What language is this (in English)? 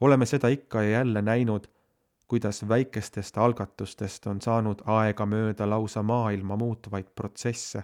Estonian